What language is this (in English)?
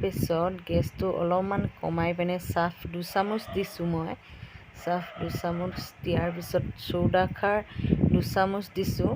Assamese